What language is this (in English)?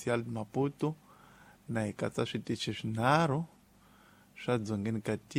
Tsonga